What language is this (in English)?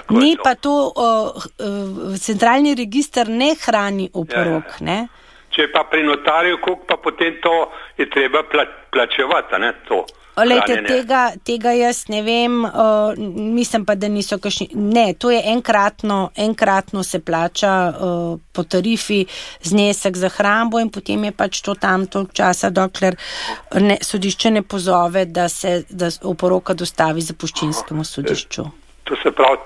Slovenian